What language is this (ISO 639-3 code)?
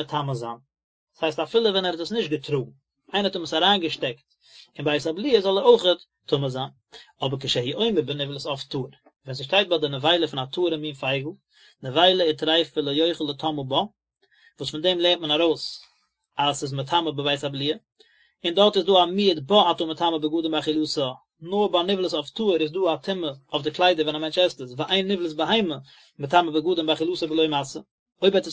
yid